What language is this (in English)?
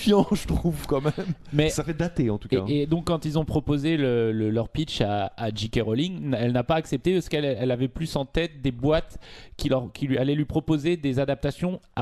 French